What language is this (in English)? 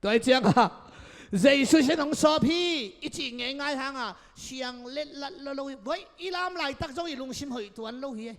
Tedim Chin